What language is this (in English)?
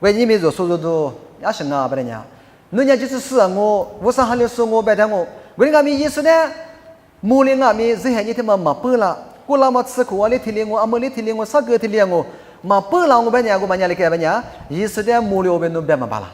Lisu